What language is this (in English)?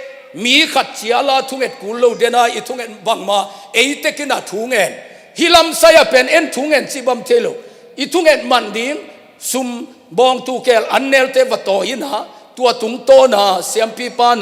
Tedim Chin